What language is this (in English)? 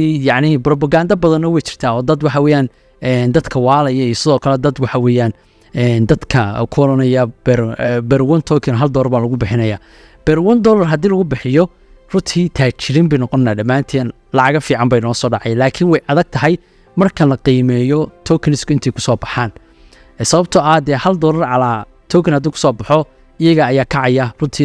Somali